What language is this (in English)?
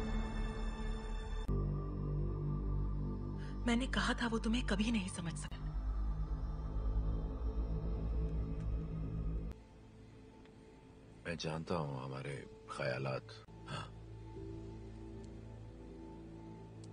Hindi